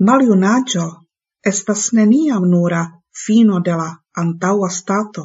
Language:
Esperanto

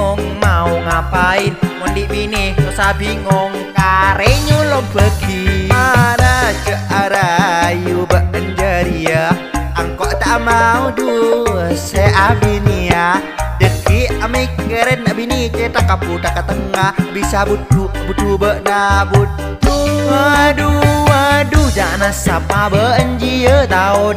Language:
Madurese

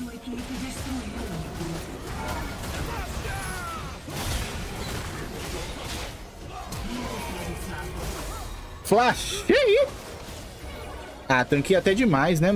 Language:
Portuguese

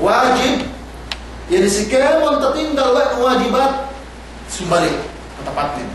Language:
Yakan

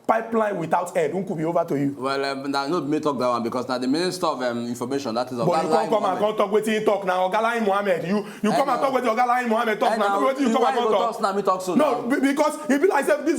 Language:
Nigerian Pidgin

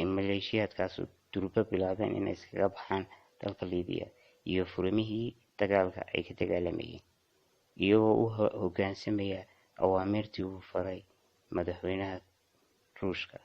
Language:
Somali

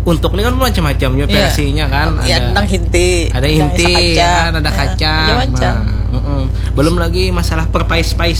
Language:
Indonesian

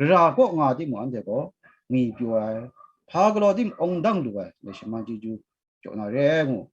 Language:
Kachin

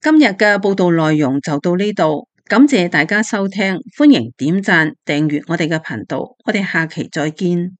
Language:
Cantonese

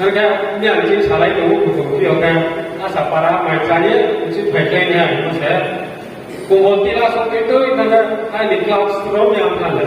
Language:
Riang (India)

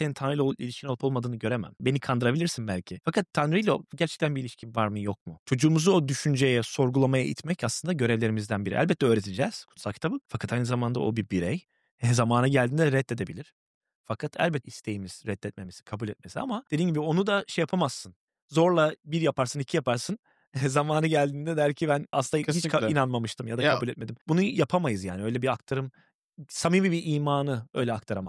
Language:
Turkish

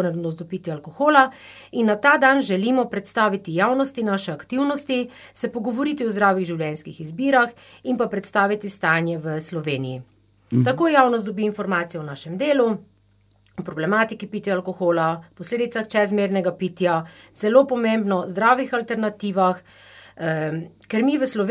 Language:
Slovenian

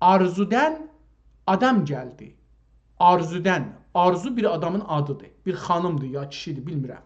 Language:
South Azerbaijani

